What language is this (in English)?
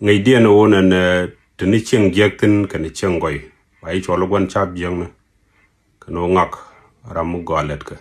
Nuer